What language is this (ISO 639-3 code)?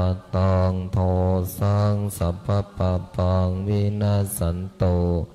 pli